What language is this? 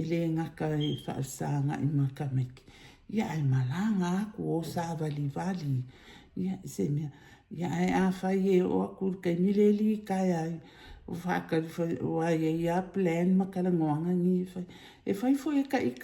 Samoan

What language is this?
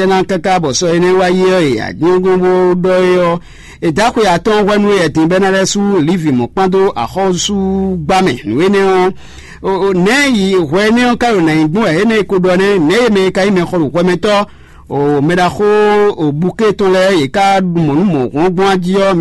Fon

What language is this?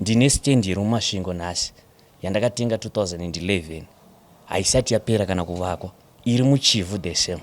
Shona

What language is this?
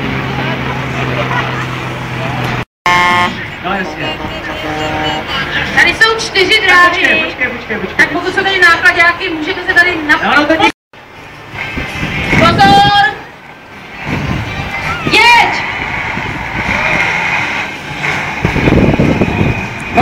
Czech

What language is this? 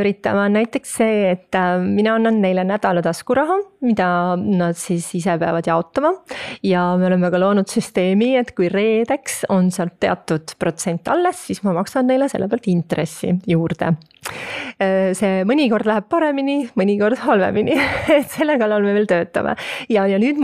Estonian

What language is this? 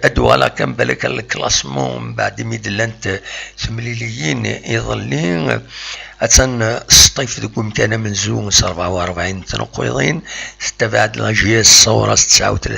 Kabyle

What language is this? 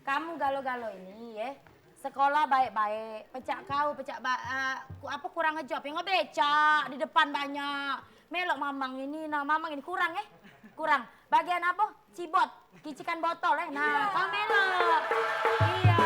Musi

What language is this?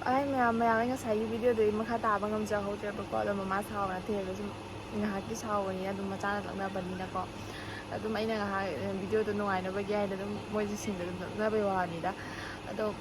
Manipuri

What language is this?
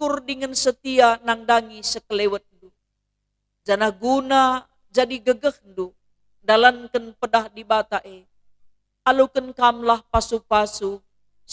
Batak Karo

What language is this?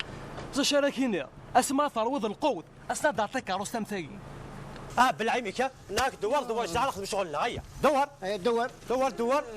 Kabyle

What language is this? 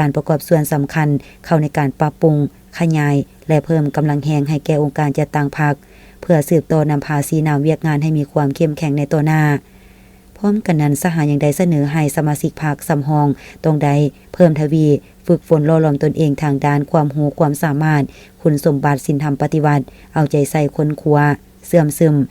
Lao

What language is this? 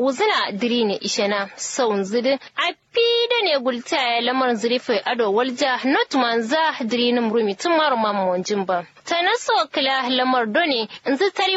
Kanuri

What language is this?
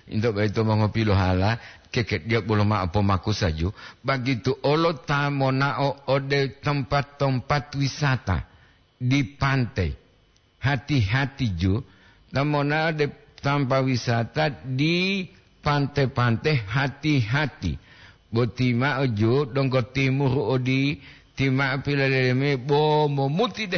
Gorontalo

